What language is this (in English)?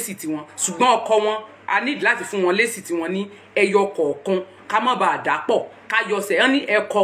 Yoruba